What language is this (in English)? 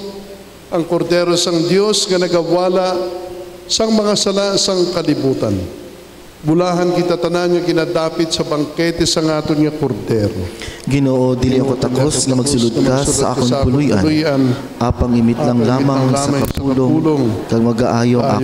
Hiligaynon